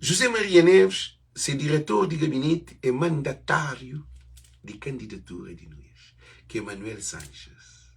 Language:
Kabuverdianu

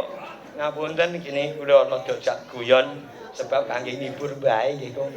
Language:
Javanese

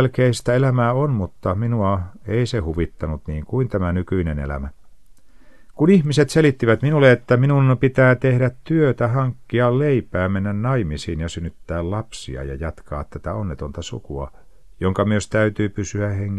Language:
Finnish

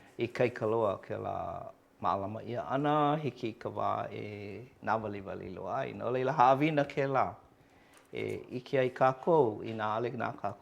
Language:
Hawaiian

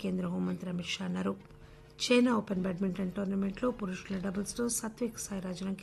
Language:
Telugu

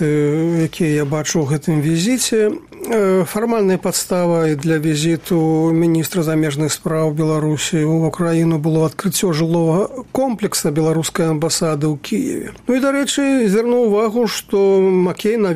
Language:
Belarusian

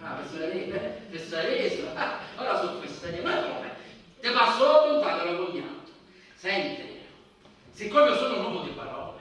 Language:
Sicilian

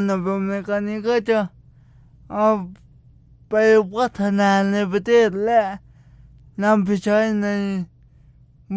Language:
Thai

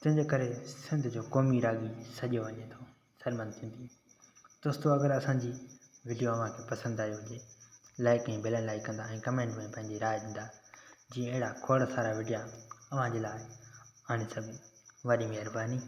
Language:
Sindhi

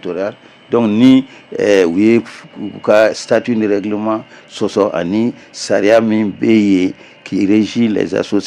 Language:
Bambara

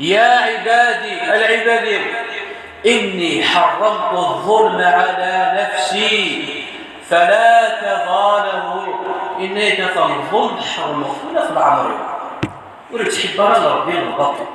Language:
Kabyle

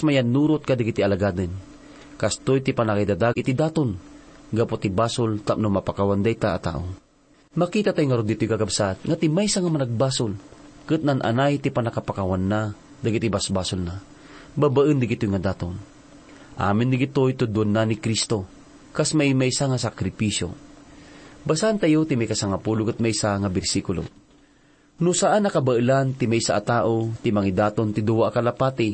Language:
Iloko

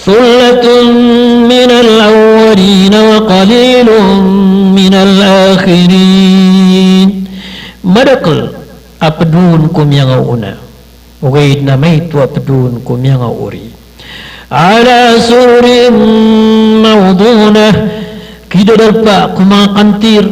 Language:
Maranao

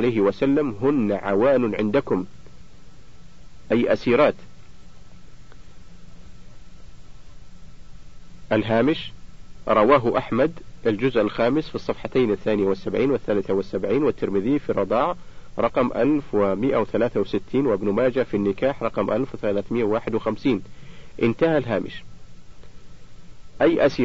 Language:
Arabic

